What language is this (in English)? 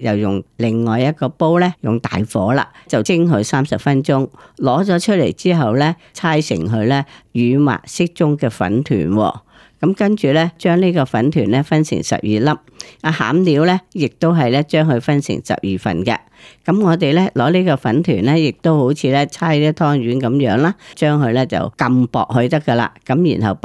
Cantonese